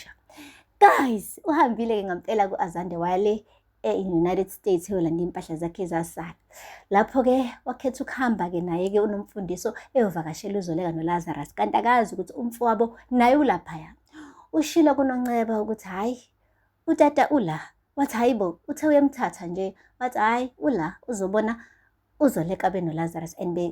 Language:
Zulu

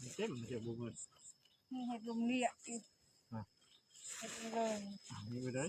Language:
Northeastern Thai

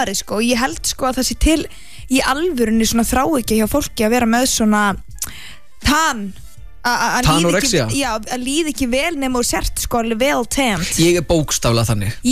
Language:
Icelandic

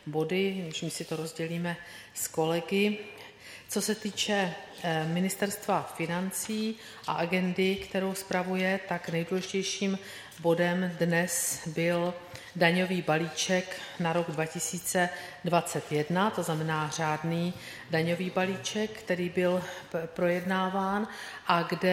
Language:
Czech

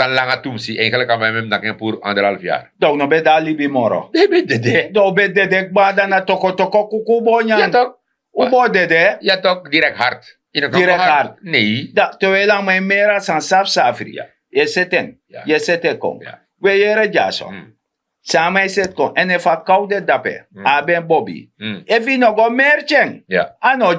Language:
Sranan Tongo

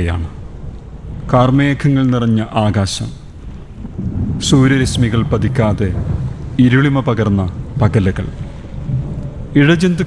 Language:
Malayalam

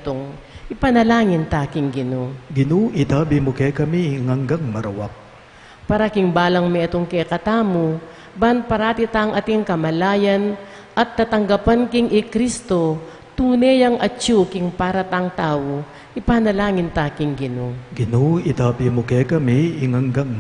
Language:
Pampanga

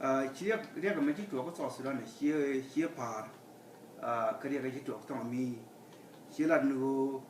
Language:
Nuer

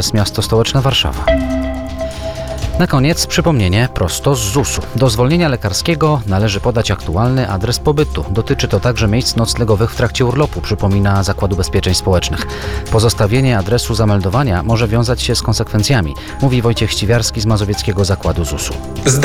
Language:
Polish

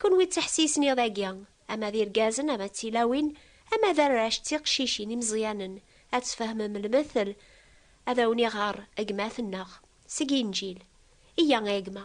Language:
Kabyle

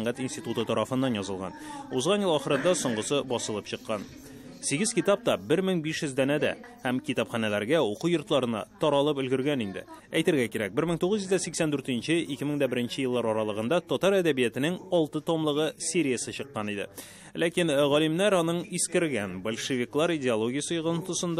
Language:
Tatar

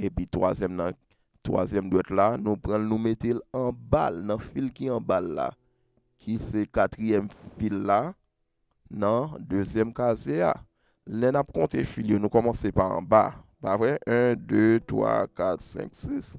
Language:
Haitian Creole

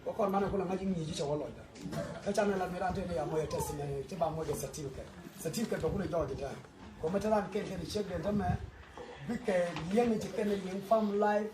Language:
Nuer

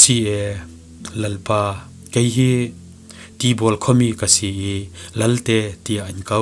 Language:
Falam Chin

